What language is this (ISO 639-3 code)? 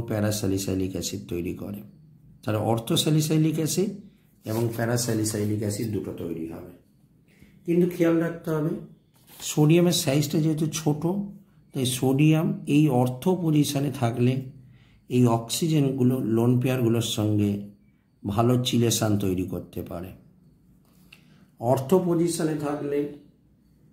ben